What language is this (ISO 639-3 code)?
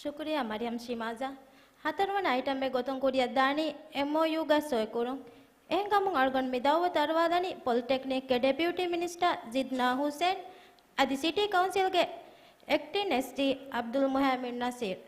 div